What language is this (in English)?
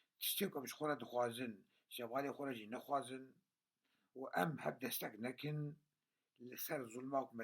Kurdish